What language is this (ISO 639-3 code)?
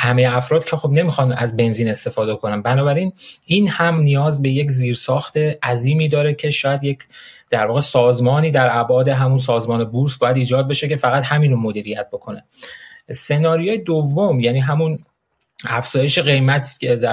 fas